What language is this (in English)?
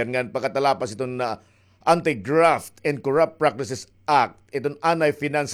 Waray